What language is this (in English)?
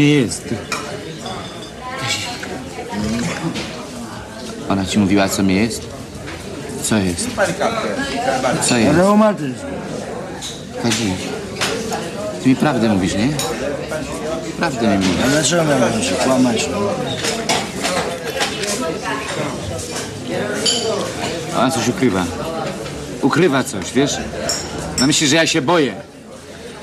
Polish